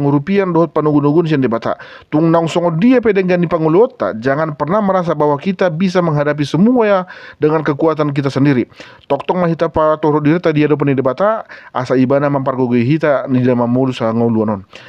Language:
Batak Toba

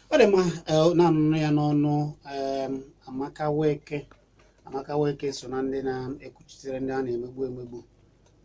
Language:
Igbo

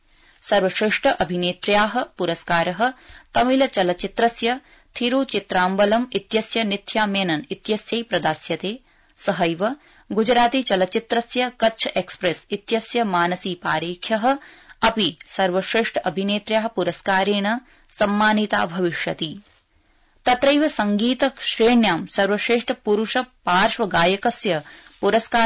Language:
Sanskrit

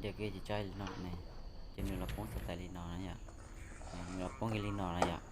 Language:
Hmong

